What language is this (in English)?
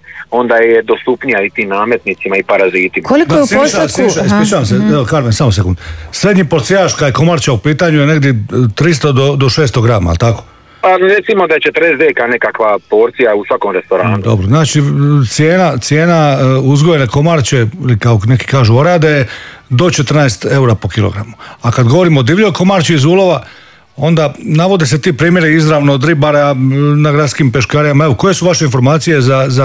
Croatian